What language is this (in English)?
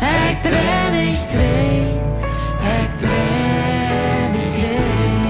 Plautdietsch